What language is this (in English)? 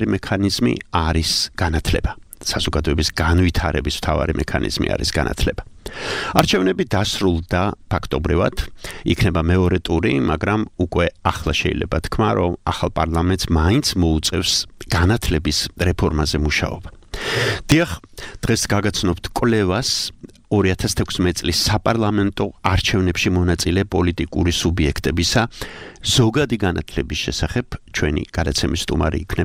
Georgian